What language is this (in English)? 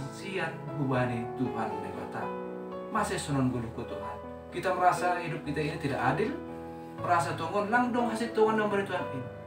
Batak Simalungun